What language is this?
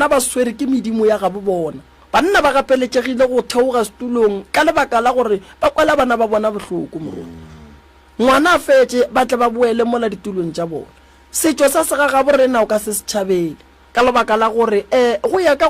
Northern Sotho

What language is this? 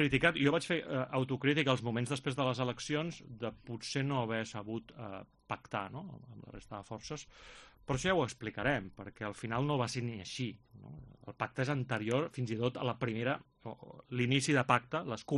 Catalan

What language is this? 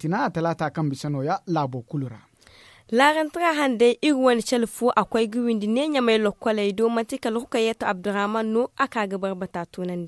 Zarma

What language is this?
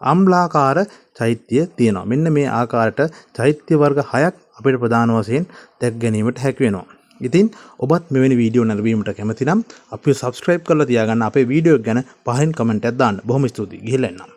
Sinhala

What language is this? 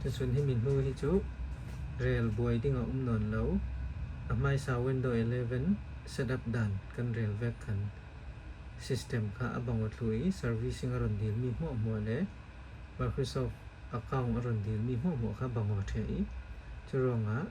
Falam Chin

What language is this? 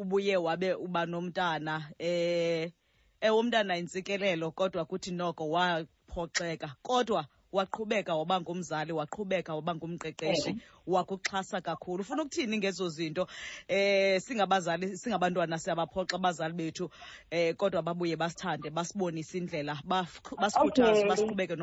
Xhosa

